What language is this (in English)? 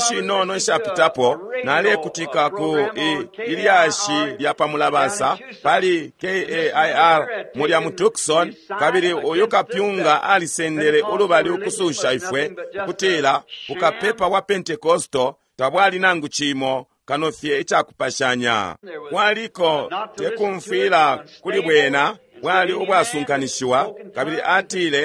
Bemba